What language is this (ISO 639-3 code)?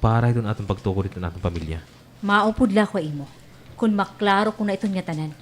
war